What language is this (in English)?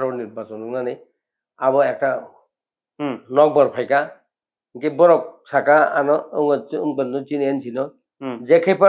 Kok Borok